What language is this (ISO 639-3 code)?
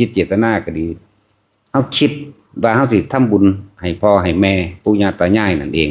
lao